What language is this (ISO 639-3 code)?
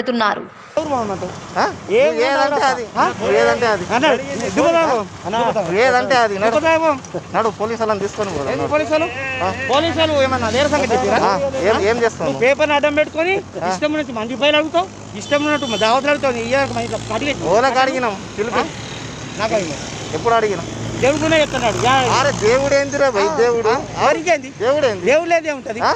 tel